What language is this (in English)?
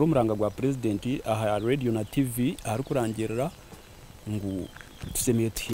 Nyankole